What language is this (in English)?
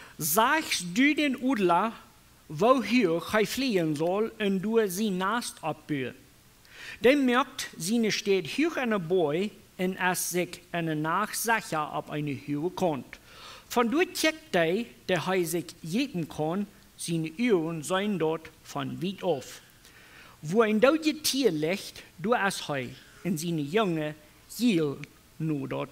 Plautdietsch